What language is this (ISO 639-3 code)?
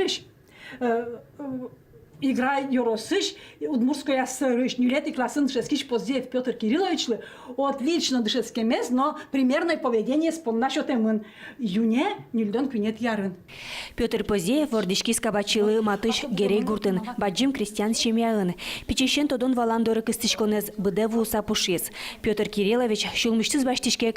udm